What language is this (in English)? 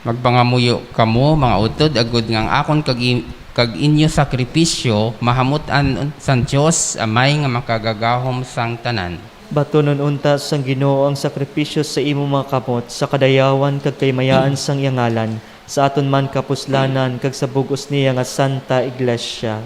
Hiligaynon